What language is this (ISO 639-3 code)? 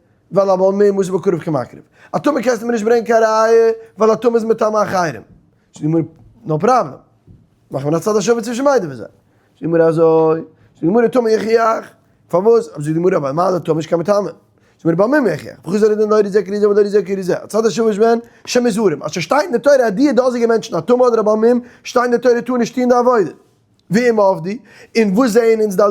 yid